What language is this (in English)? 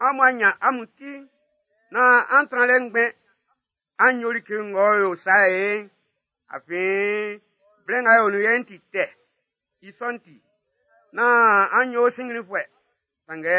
Baoulé